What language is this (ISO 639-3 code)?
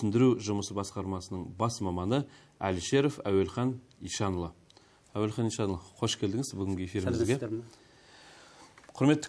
kaz